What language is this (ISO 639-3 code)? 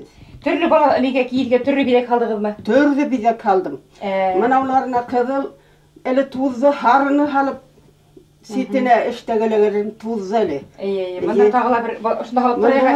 bak